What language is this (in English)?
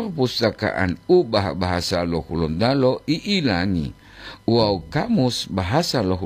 Gorontalo